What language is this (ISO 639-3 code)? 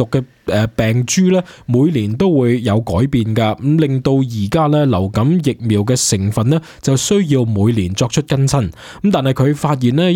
yue